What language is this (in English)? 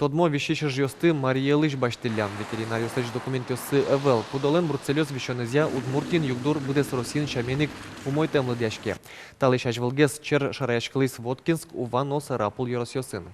Udmurt